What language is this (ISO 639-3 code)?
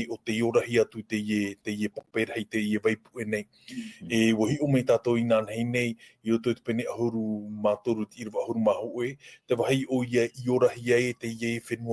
tah